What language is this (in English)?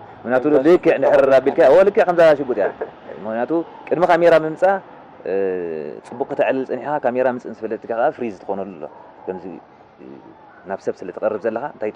Tigrinya